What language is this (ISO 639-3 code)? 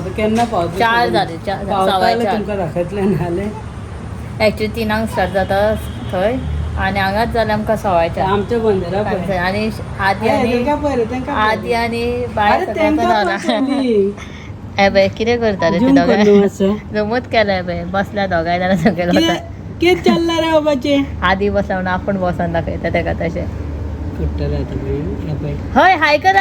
kok